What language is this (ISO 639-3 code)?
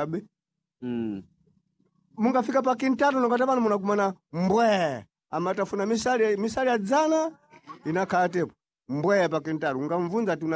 seh